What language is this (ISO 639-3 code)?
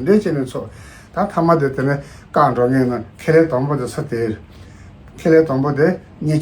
bod